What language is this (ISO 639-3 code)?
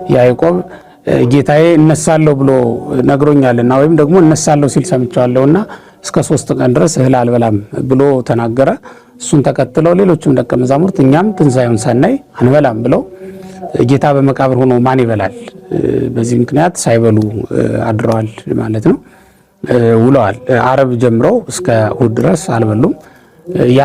amh